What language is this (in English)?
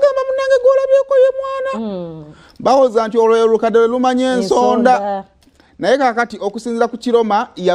Ganda